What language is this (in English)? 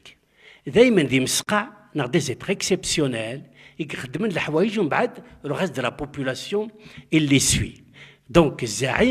Kabyle